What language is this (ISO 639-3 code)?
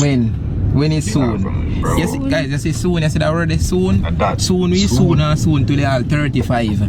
jam